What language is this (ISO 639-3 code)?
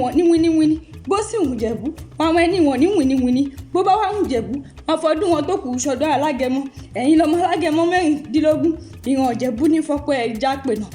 yor